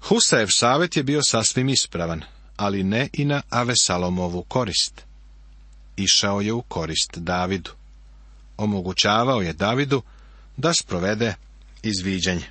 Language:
Serbian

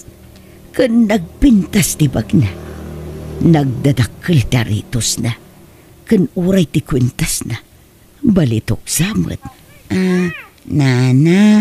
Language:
Iloko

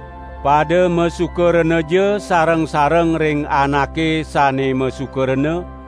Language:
Balinese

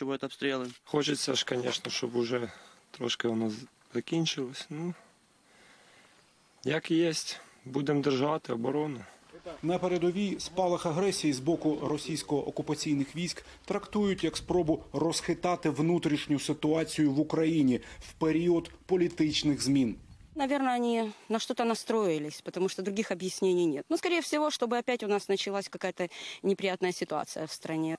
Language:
Ukrainian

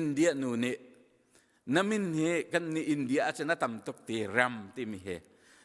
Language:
Hakha Chin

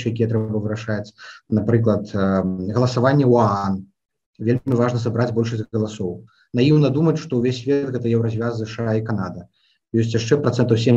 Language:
Belarusian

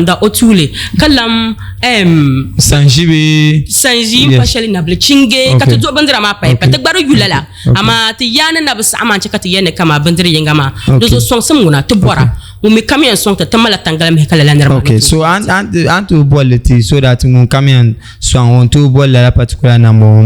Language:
Dagbani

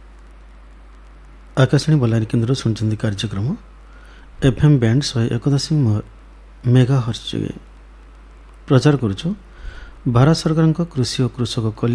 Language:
Odia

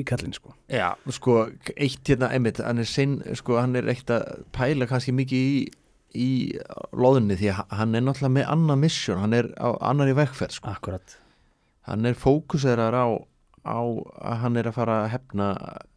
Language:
Icelandic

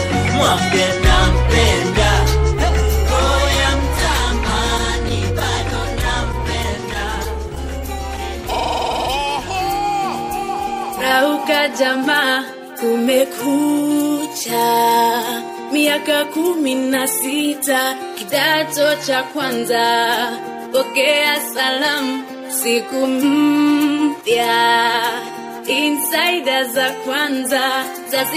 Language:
Swahili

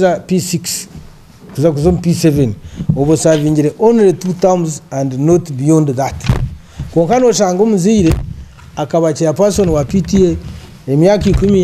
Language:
Nyankole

